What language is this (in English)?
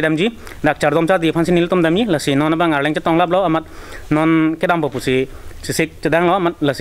Karbi